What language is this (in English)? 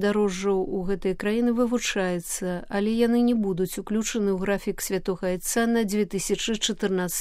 Belarusian